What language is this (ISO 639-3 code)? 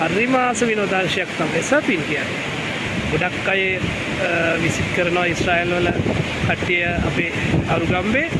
sin